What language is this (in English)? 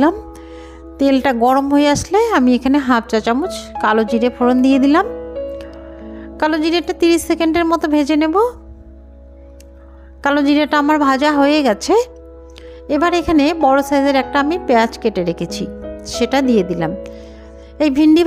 Bangla